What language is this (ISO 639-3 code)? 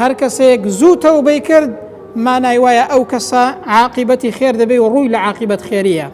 ckb